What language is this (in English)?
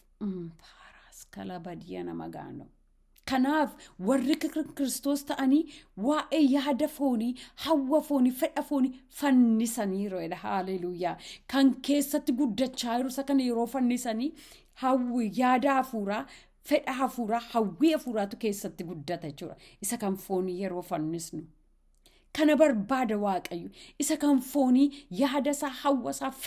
Oromo